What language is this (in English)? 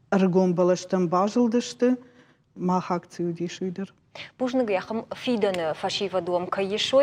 Ossetic